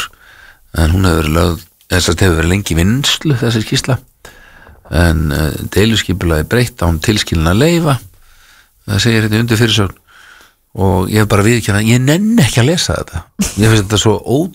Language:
Icelandic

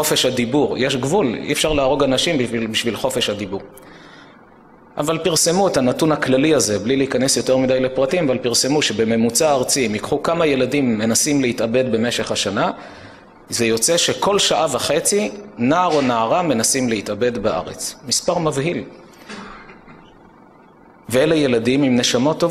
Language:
Hebrew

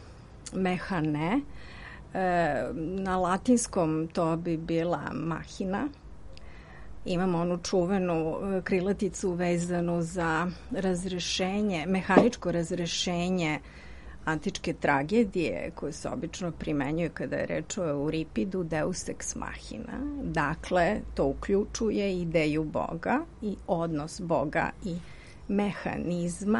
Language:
Serbian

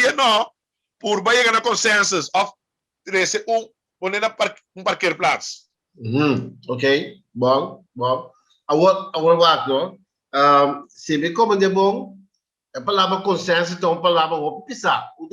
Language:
Papiamento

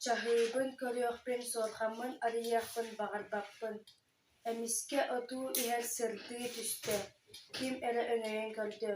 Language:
Yakut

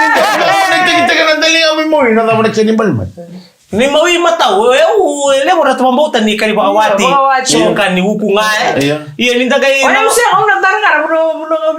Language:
Fijian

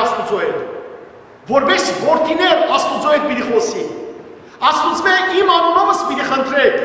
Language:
Western Armenian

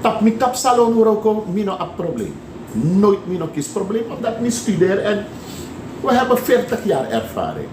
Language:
Sranan Tongo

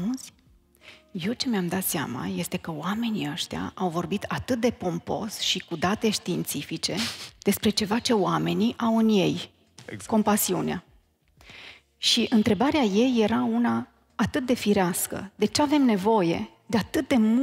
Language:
Romanian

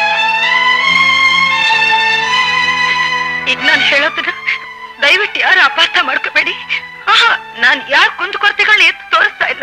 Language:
Kannada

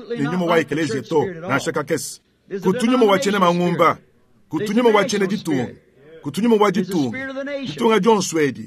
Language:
Luba-Lulua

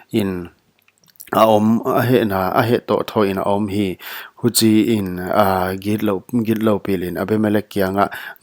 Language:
Paite Chin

